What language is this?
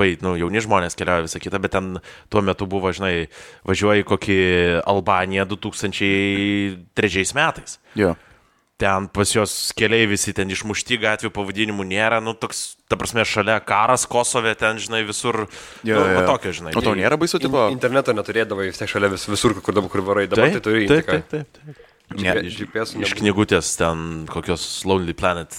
Lithuanian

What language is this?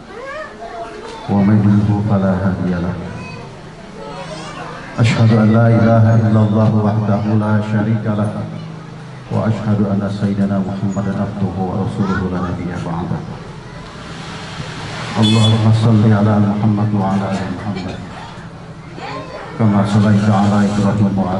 Indonesian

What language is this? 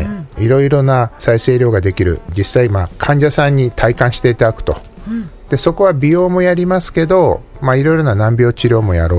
Japanese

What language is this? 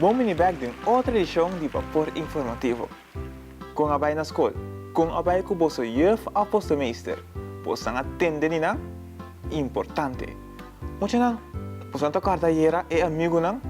Papiamento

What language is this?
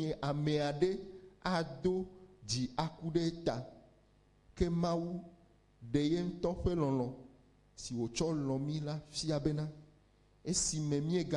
Ewe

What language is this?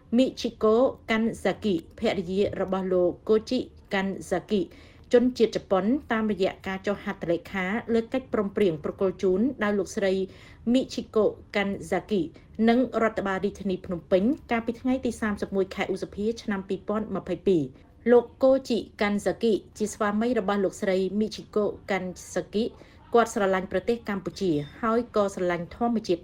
Khmer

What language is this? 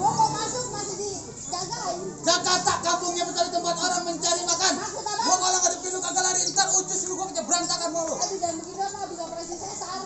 Betawi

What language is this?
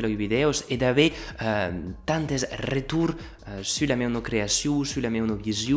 Occitan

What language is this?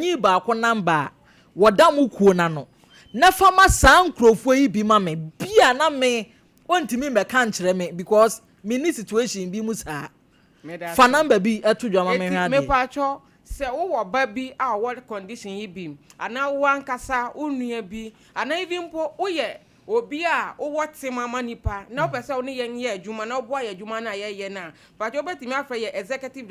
Akan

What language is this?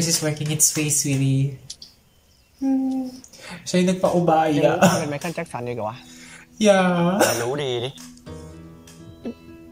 Thai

